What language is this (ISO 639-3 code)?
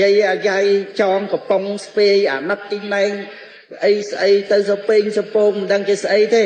khm